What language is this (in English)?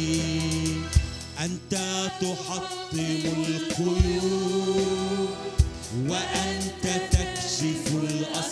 Arabic